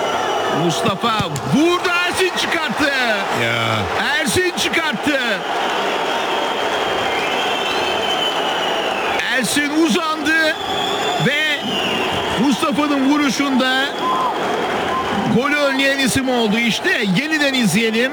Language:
Turkish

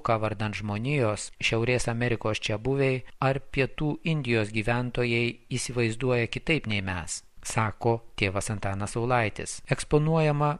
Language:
Lithuanian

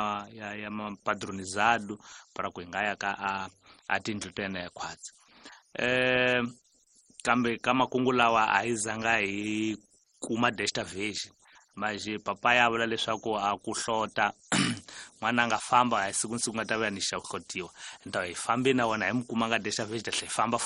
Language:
Tsonga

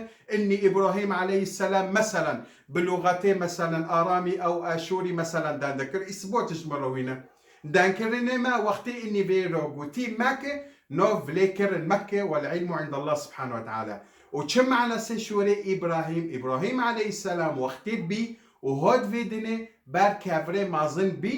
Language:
Kurdish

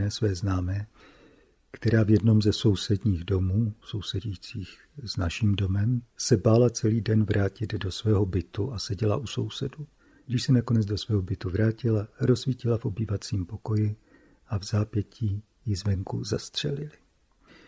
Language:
Czech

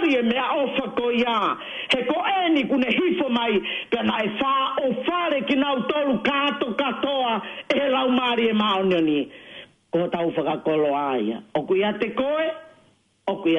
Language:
Tongan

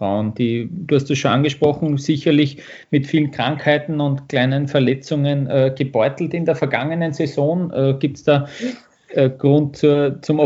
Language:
German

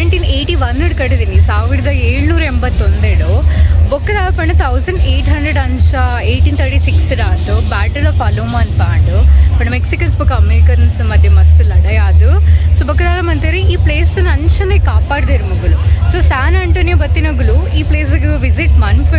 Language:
Tulu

